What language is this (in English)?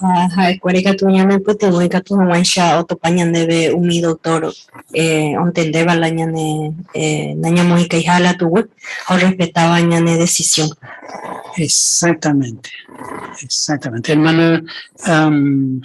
Guarani